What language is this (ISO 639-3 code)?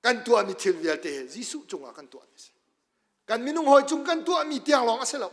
cnh